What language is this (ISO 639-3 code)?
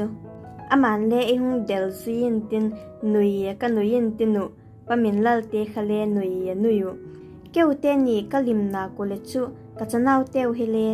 vap